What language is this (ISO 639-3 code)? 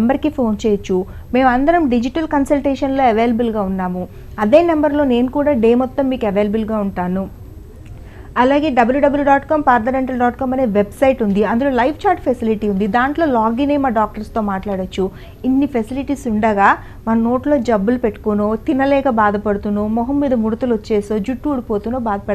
tel